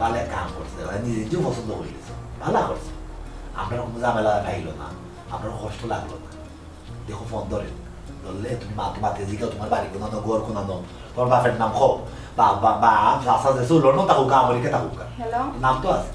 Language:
Sylheti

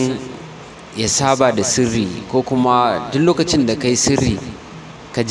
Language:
Hausa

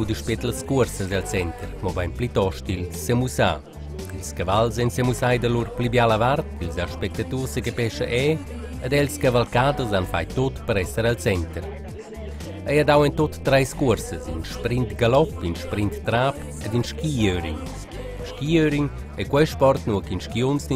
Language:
Romansh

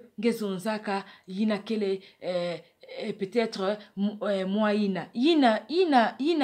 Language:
Kituba (Democratic Republic of Congo)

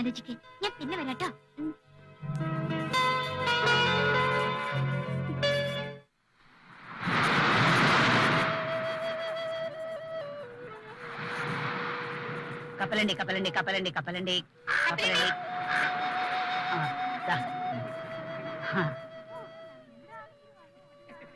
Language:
Malayalam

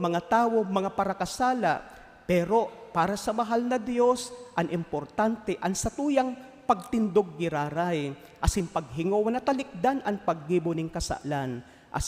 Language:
Bikol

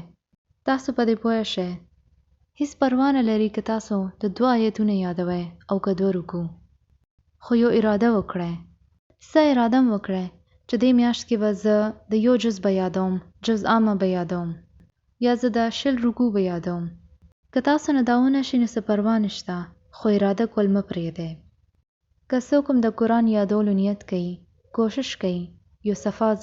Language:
Pashto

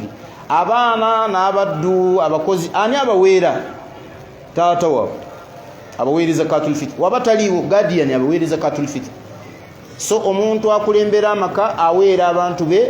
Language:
Ganda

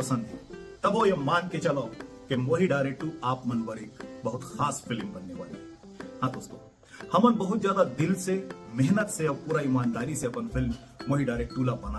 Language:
Chhattisgarhi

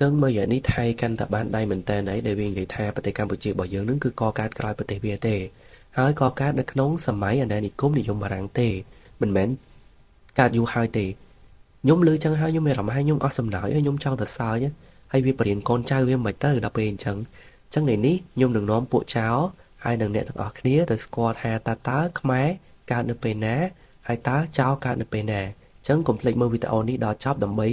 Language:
Khmer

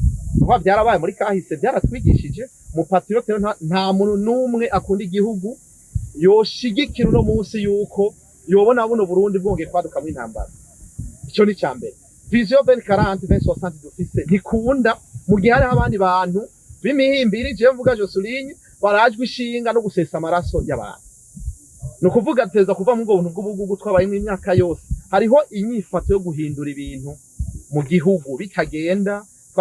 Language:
Rundi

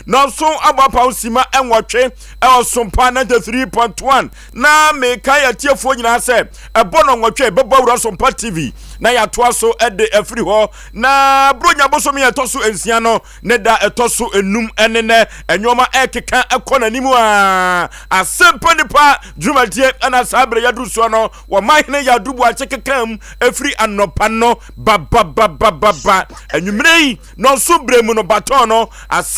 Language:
Akan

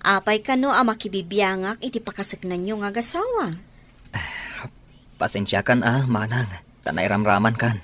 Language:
Iloko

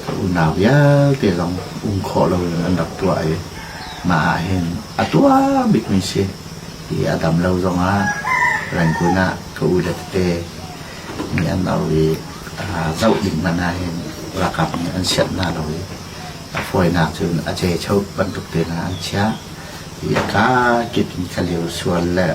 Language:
Hakha Chin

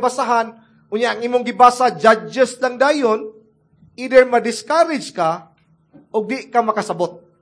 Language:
Cebuano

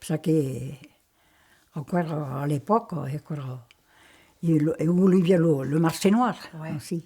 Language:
Occitan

